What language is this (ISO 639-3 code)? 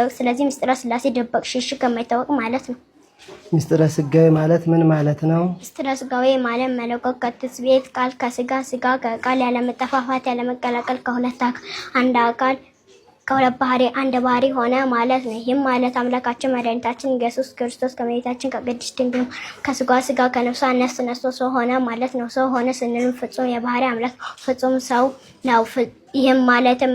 amh